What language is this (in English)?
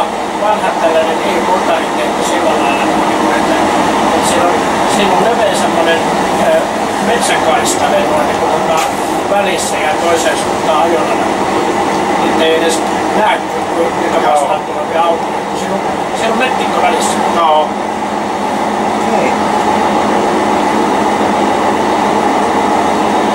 Finnish